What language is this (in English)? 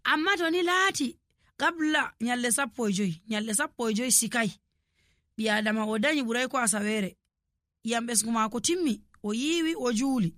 Nigerian Fulfulde